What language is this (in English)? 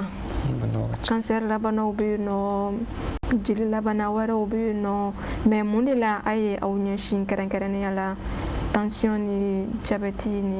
Bambara